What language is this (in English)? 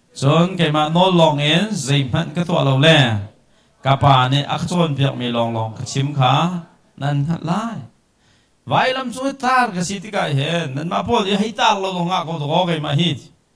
Hakha Chin